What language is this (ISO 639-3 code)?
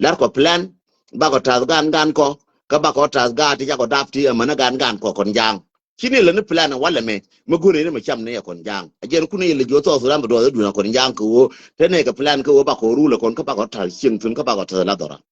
nus